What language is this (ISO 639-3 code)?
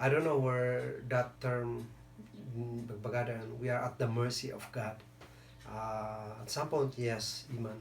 kne